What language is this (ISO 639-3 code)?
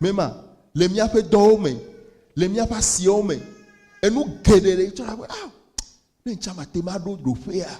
ewe